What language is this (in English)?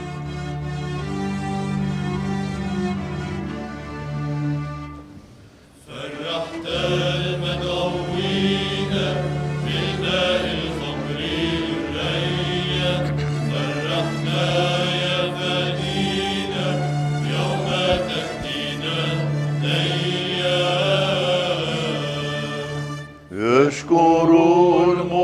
North Levantine Arabic